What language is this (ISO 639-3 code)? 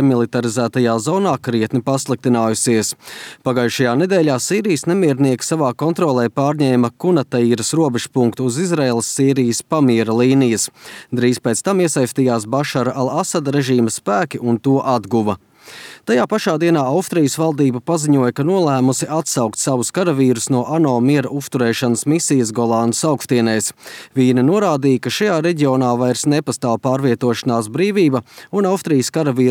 lav